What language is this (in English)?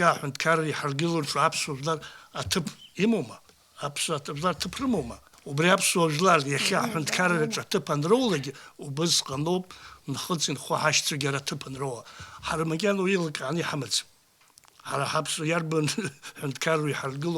Abkhazian